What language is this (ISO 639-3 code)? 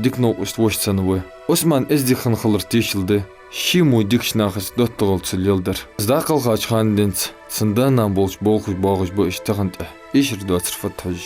inh